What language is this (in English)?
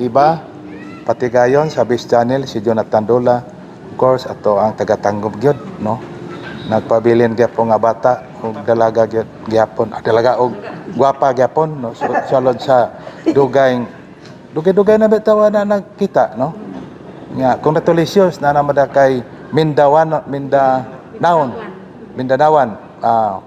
Cebuano